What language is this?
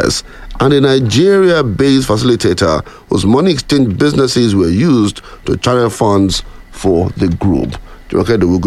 English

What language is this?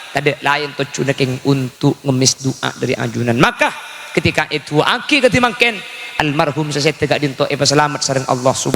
Madurese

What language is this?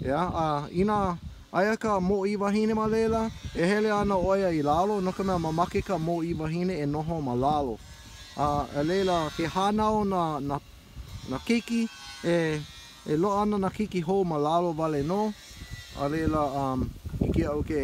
Hawaiian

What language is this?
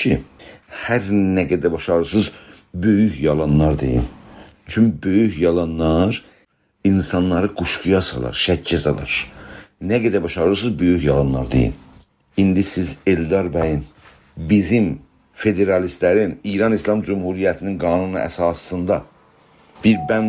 South Azerbaijani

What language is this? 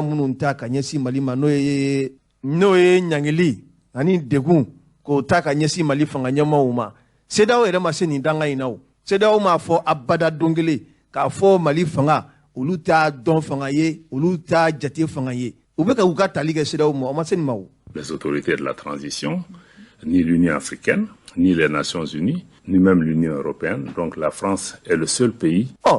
Bambara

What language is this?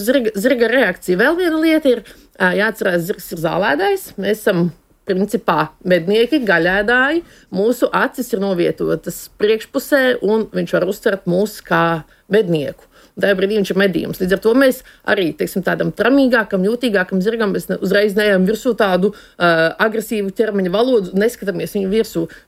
Latvian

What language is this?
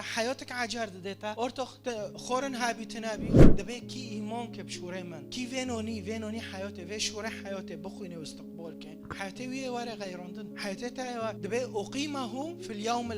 Kurdish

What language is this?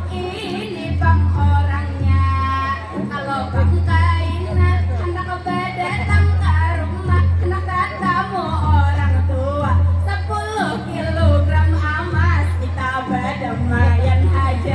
Banjar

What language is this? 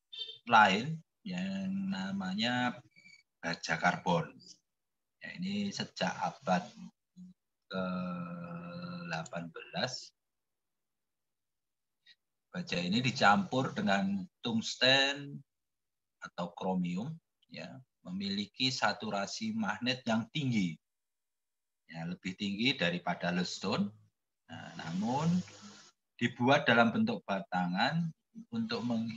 Indonesian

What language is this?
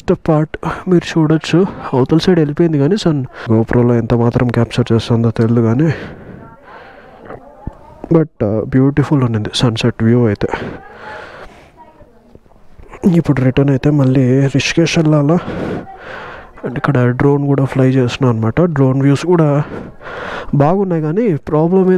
Telugu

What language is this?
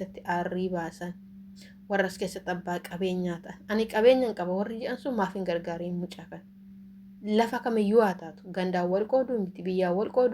Oromo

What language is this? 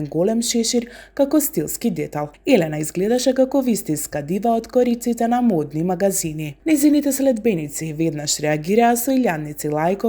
Macedonian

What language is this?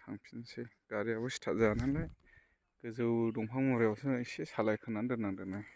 Bodo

